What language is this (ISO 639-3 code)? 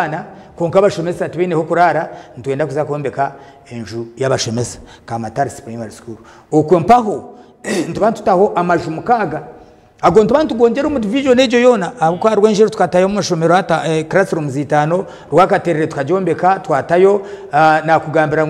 nyn